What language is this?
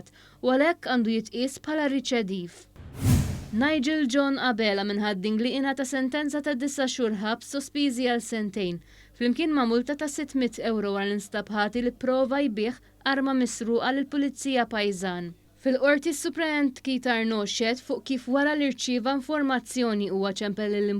Maltese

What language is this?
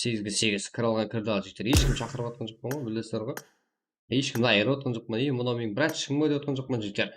Kara-Kalpak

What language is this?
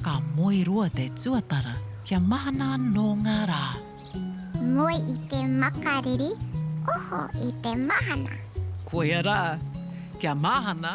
Māori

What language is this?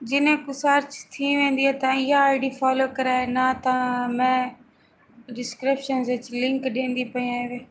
Saraiki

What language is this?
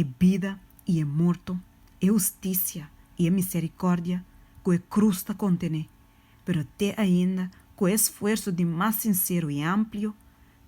Papiamento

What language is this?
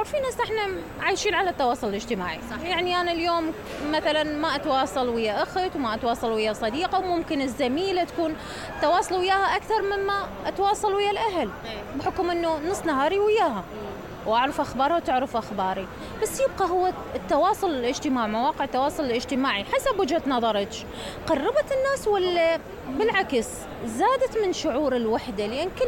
Mesopotamian Arabic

